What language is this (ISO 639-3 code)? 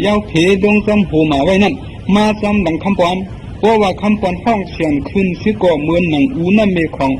shn